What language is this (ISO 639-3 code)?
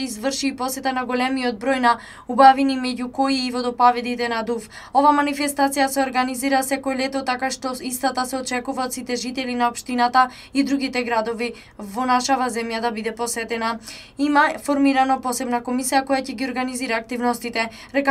mkd